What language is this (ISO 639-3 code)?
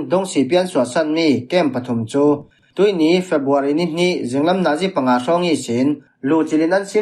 cfm